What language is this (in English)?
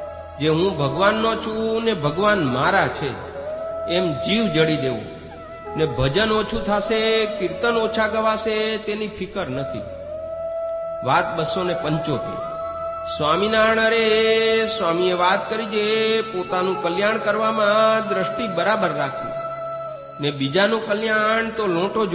Gujarati